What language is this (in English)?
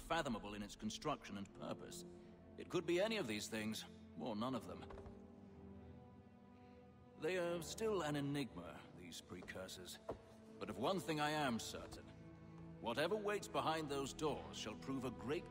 English